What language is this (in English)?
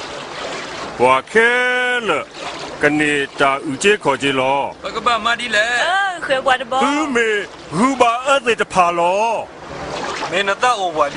S'gaw Karen